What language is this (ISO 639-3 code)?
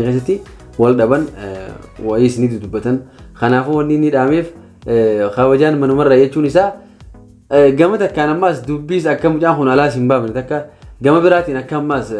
orm